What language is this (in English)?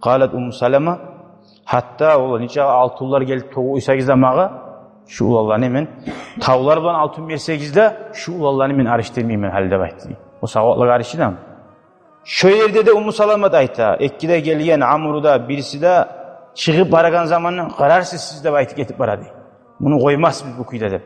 Kumyk